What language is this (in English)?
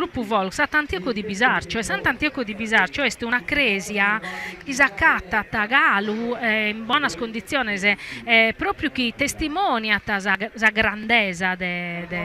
Sardinian